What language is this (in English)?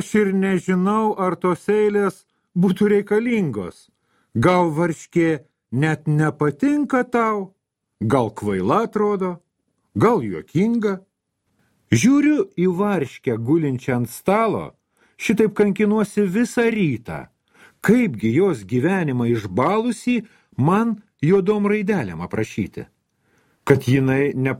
Lithuanian